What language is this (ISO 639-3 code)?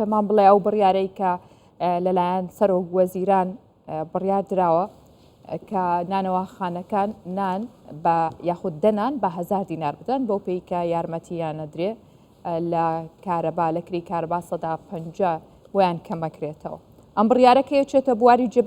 ckb